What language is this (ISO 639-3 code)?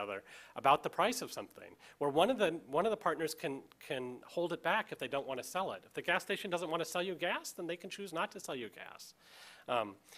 eng